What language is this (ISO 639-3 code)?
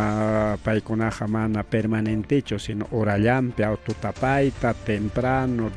quy